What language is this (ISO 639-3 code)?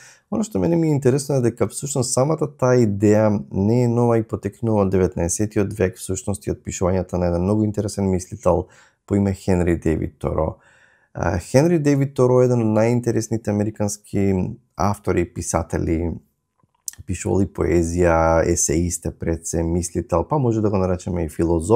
mkd